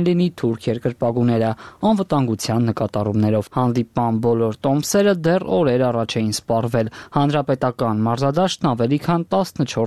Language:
Armenian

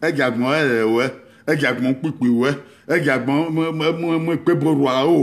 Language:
Bini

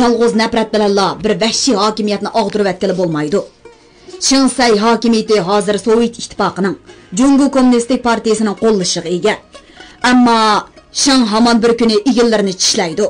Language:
Uyghur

